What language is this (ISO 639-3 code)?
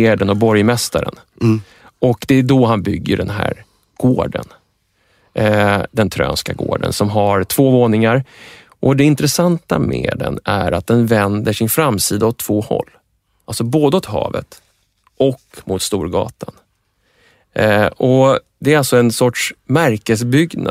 swe